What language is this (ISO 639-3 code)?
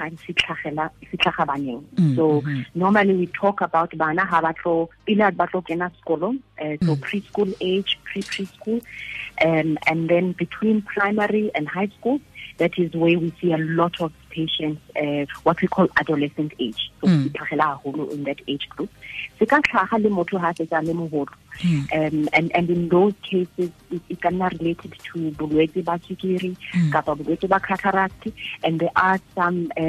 tsn